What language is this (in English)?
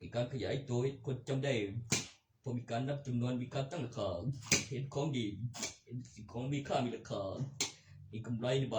Northeastern Thai